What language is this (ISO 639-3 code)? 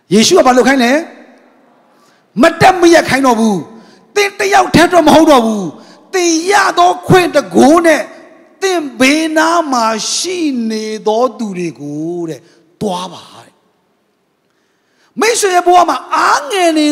mya